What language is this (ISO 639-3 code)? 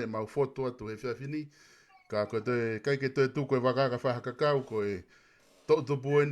ton